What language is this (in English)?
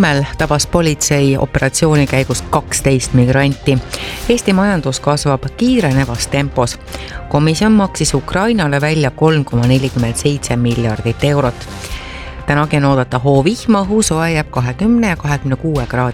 Estonian